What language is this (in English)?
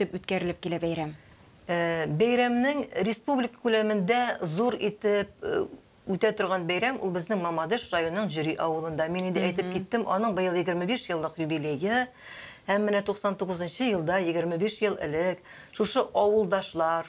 Tatar